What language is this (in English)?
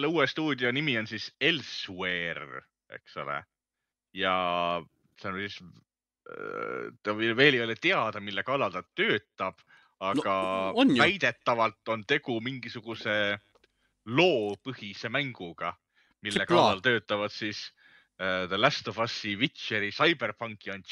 Estonian